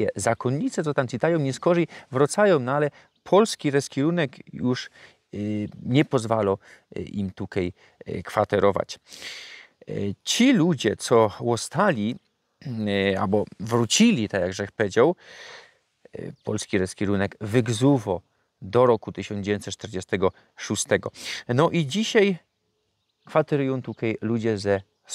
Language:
Silesian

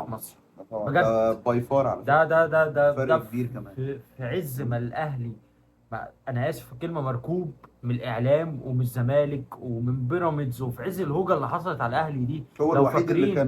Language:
Egyptian Arabic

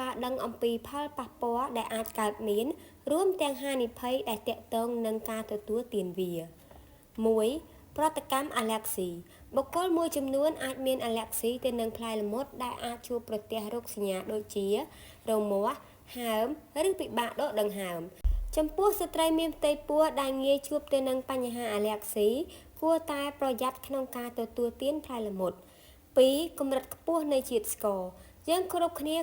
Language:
Khmer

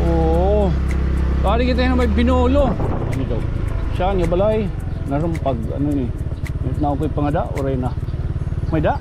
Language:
Waray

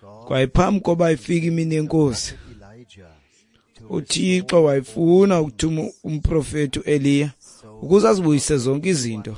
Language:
Xhosa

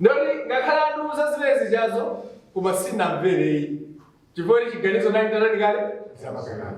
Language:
Nyanja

